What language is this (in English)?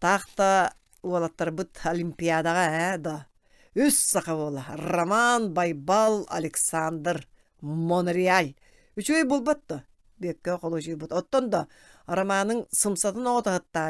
Yakut